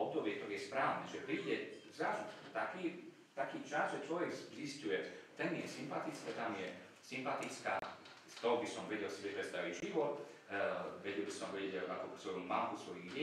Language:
Slovak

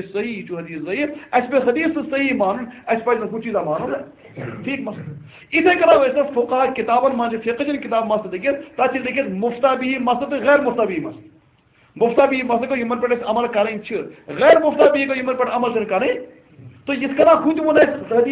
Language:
Kashmiri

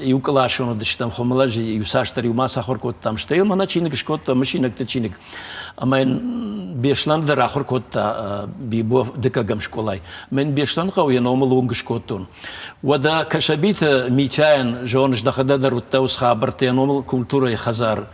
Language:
Ossetic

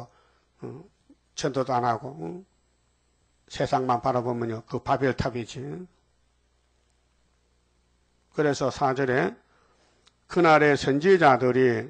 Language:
Korean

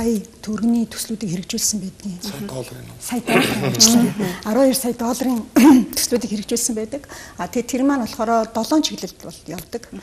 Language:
Mongolian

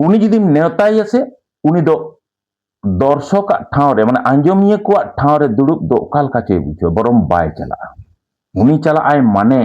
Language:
Santali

